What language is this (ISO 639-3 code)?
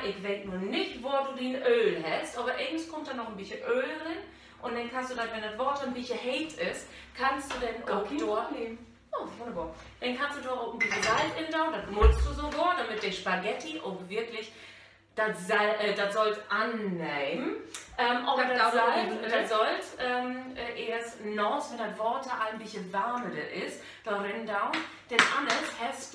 nds